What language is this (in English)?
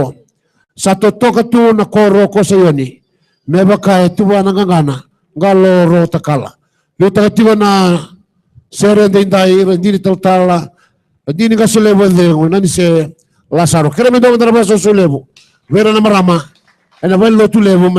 Fijian